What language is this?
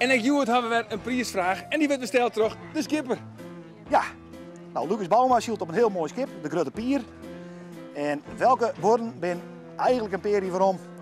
Western Frisian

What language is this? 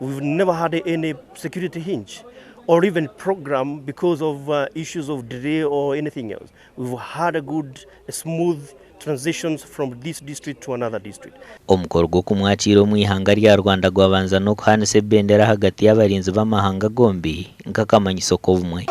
Nyankole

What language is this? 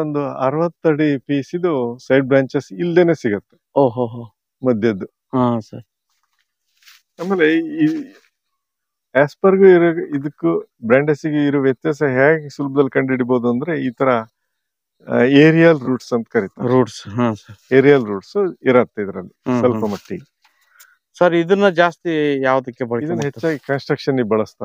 Kannada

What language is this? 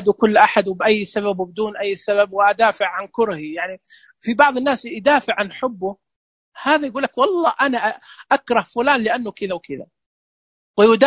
Najdi Arabic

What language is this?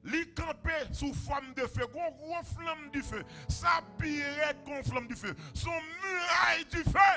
Haitian Creole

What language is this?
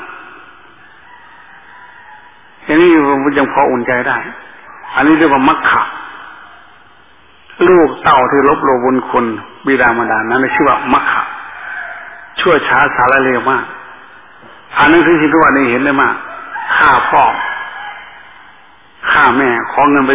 Thai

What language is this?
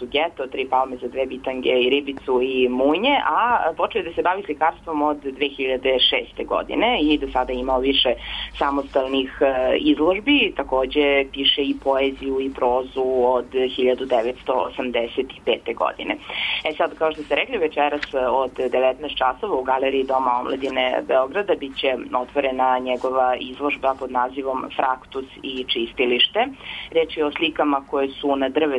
Serbian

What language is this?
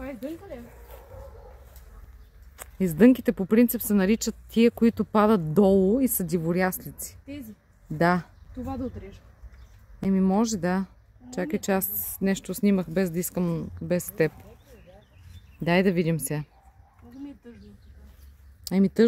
Bulgarian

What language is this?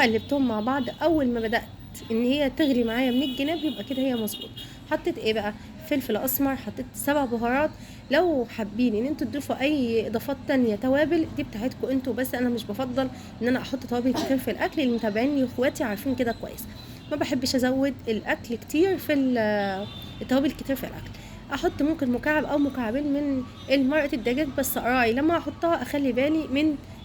Egyptian Arabic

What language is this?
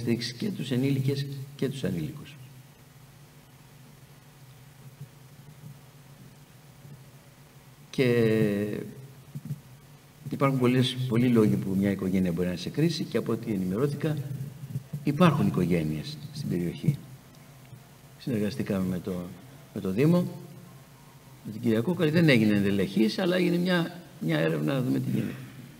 Greek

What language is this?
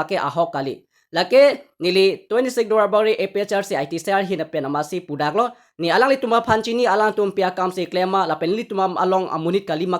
Karbi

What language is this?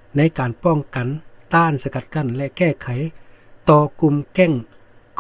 Lao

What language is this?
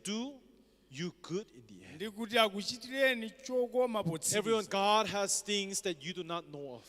Nyanja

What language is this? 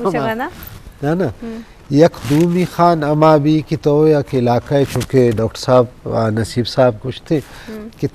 Eastern Balochi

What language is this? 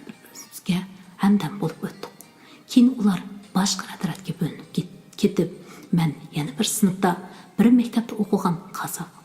Uyghur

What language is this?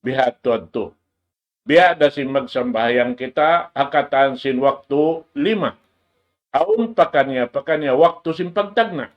Tausug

